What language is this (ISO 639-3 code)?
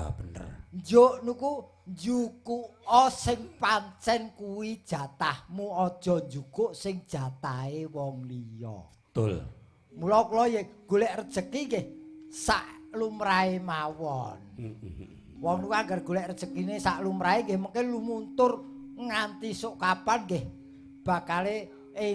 jav